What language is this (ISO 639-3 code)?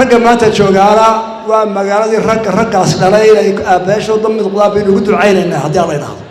som